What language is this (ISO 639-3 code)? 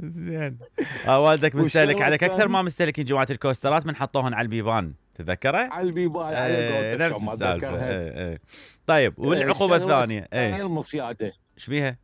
acm